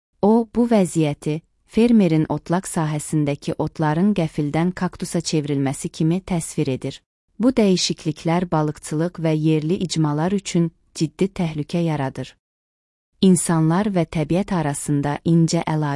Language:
Azerbaijani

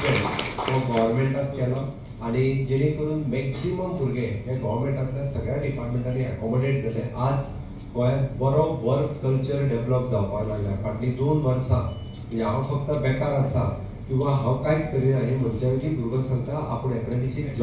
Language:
Konkani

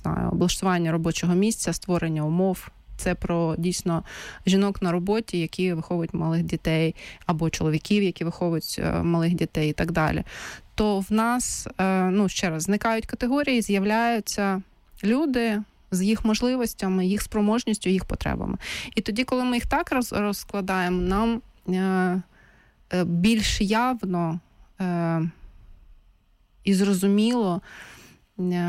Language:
Ukrainian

